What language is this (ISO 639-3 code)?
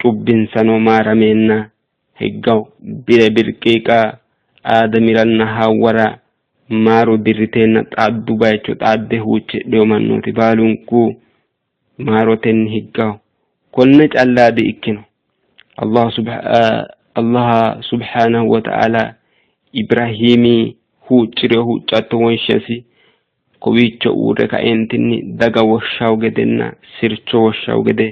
sid